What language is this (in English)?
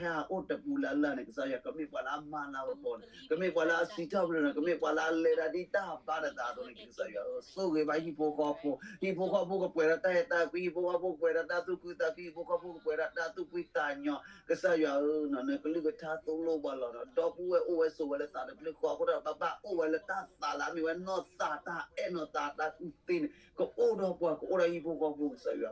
S'gaw Karen